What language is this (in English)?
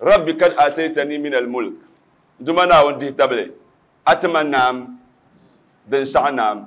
Dagbani